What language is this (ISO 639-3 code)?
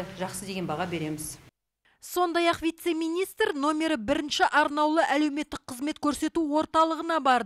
kaz